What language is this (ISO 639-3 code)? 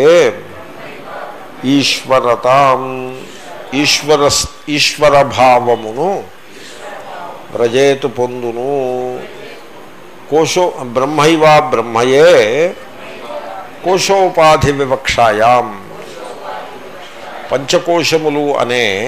tel